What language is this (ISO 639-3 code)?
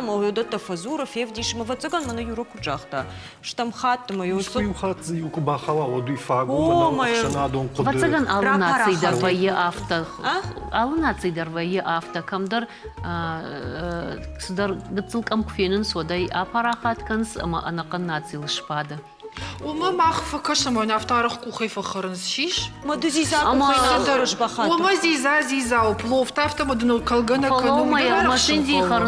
oss